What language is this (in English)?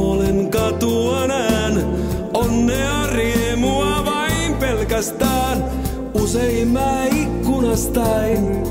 Finnish